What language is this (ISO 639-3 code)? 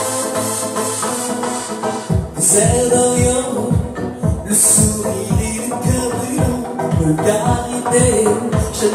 fra